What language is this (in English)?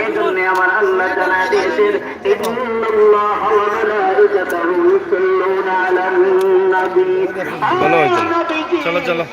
Sylheti